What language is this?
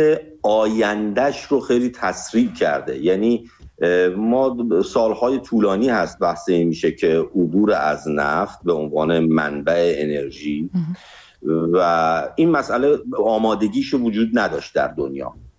Persian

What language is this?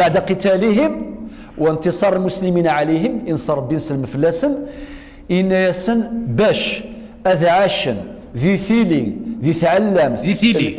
Kabyle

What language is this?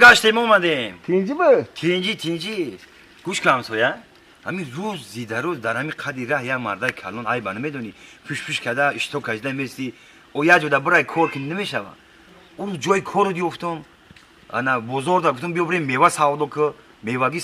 Tajik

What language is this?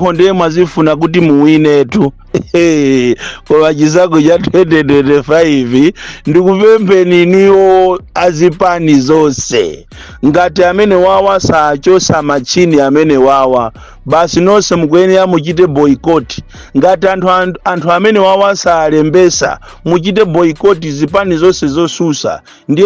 Nyanja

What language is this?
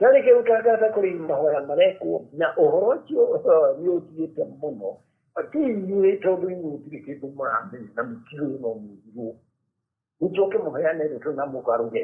Kikuyu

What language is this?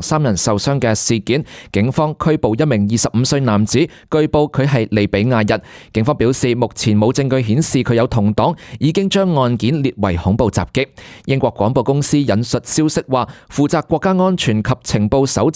Cantonese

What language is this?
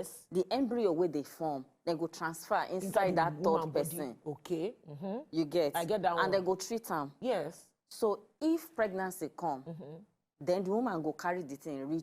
Nigerian Pidgin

